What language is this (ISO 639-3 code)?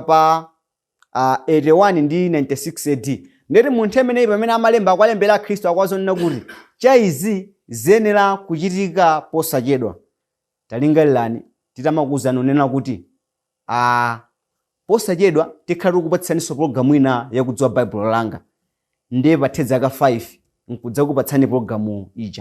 nya